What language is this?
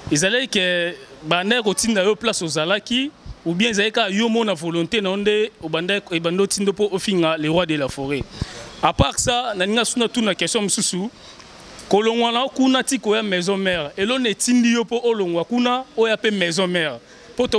Lingala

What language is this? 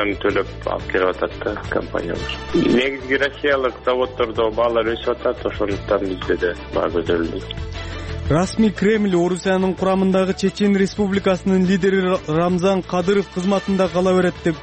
Kyrgyz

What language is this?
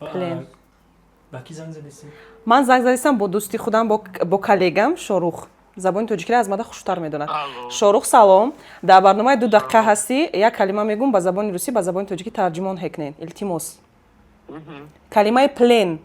Tajik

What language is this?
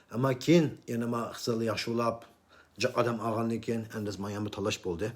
Uyghur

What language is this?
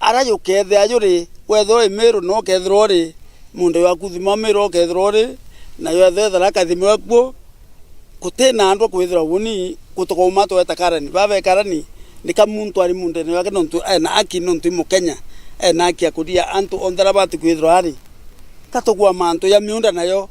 Meru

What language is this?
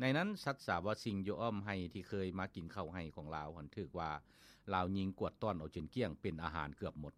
Lao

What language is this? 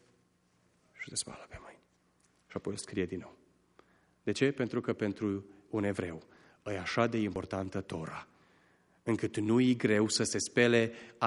Romanian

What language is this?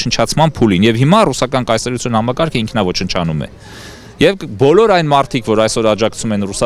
Armenian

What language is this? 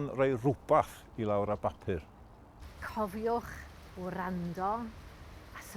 Welsh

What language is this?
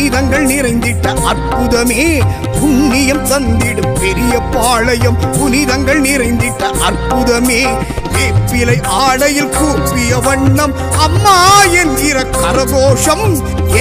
Tamil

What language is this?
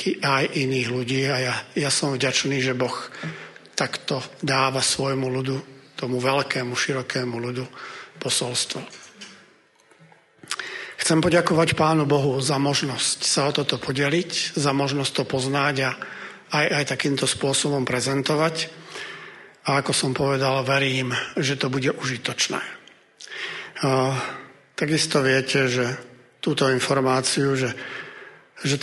Slovak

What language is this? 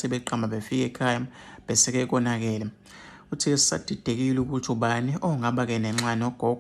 Zulu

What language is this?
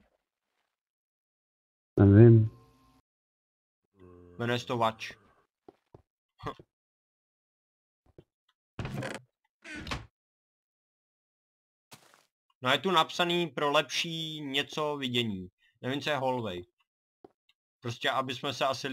Czech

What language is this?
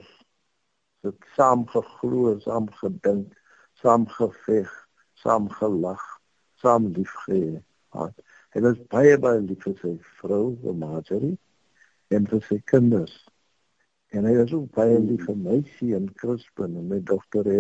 Afrikaans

